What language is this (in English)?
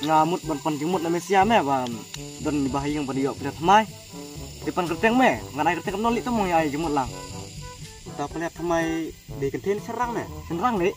Khasi